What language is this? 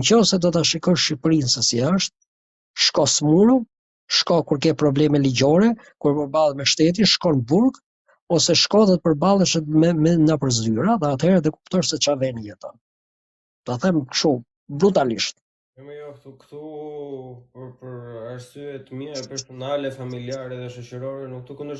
Albanian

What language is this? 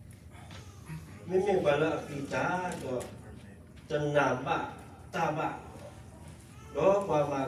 S'gaw Karen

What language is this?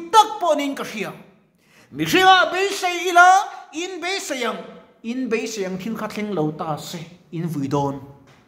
Mizo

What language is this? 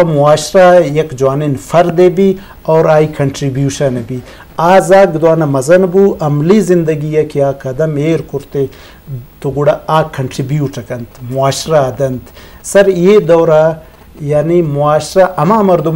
Eastern Balochi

